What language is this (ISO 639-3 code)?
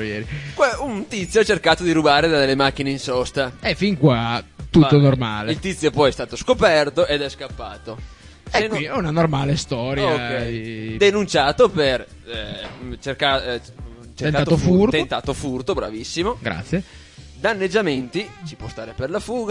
ita